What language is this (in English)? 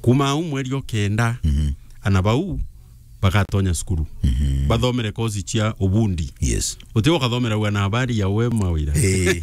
Meru